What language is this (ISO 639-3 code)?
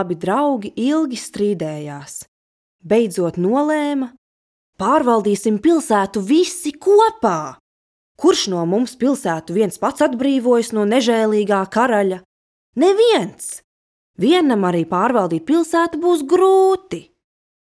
lav